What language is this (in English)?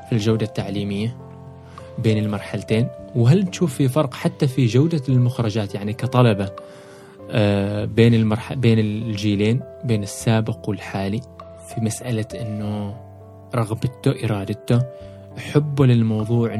Gulf Arabic